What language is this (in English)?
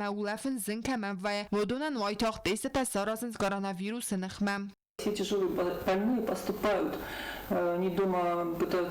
Ossetic